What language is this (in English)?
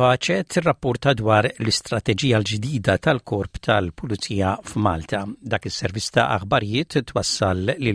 Maltese